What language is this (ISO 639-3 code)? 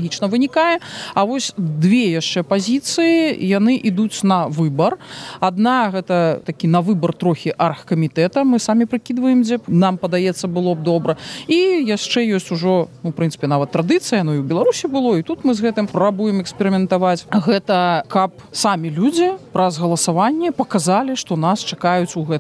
bel